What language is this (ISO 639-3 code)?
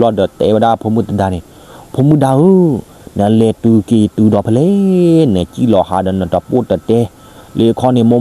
ksw